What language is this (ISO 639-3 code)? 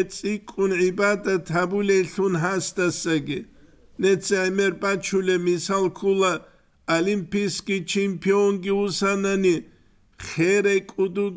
ava